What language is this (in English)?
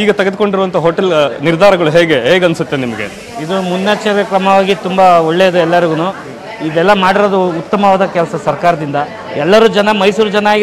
Kannada